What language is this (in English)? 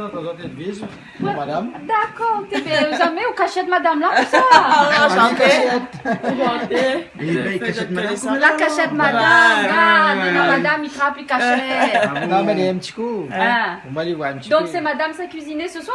Réunion Creole French